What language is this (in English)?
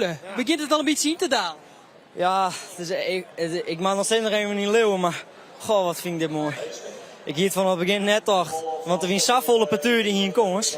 Western Frisian